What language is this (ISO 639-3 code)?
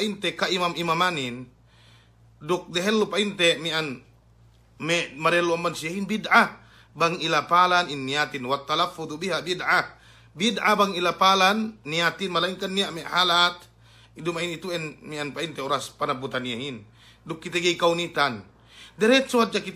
yka